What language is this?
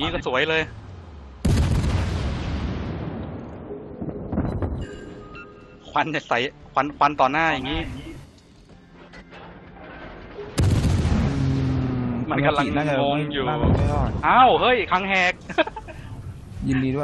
Thai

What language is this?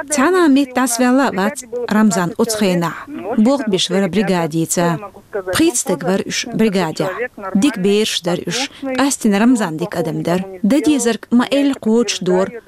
Chechen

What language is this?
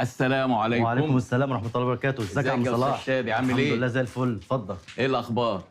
Egyptian Arabic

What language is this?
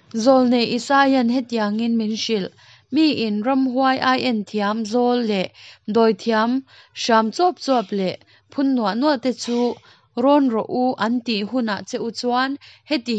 Mizo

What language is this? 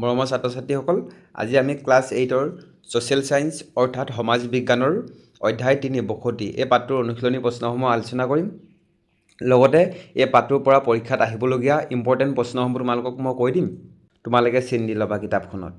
Assamese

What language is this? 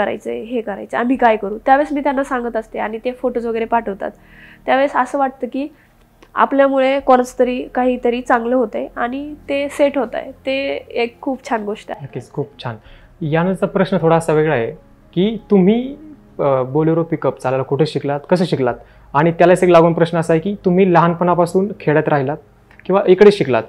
Marathi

